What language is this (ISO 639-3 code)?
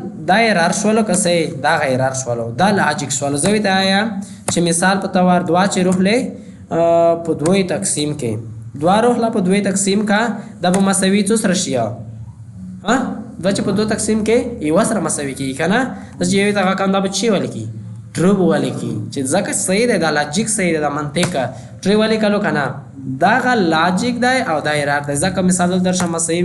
pus